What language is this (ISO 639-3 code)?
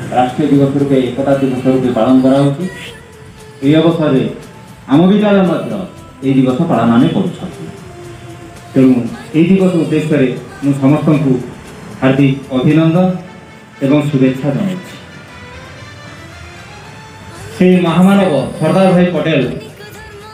ori